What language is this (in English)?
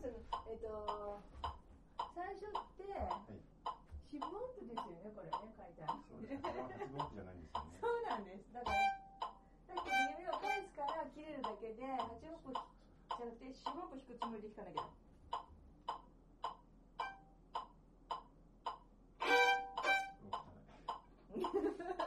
Japanese